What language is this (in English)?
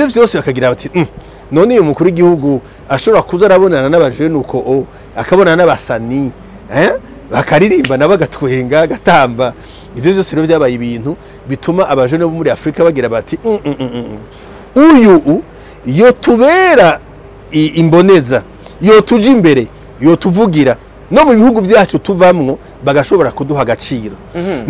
Rundi